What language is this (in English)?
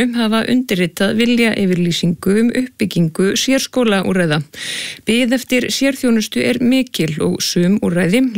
Icelandic